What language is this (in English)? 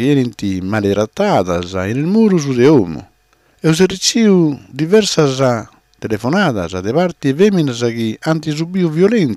Sardinian